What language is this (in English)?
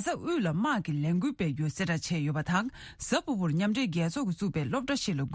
Tibetan